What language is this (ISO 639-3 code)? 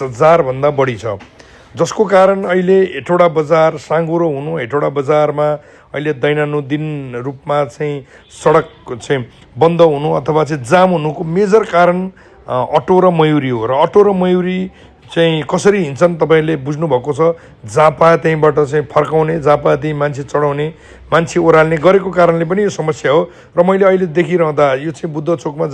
nep